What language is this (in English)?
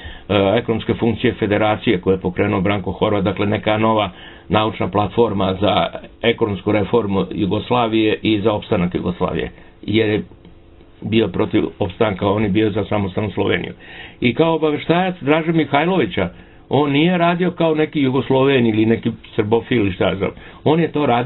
Serbian